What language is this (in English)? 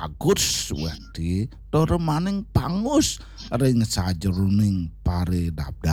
Balinese